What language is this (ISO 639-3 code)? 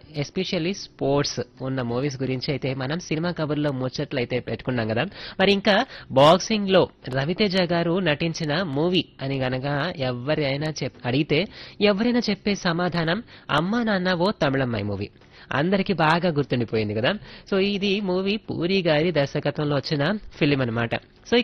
tel